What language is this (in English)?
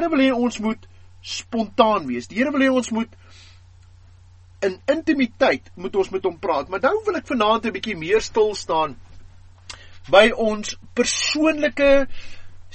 Afrikaans